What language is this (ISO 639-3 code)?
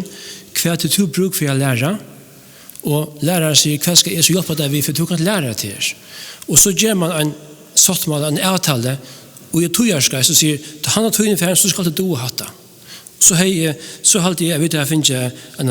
fao